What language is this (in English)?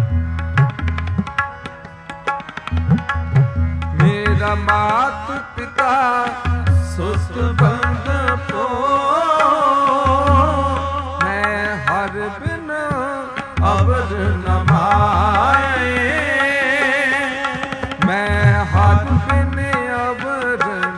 Punjabi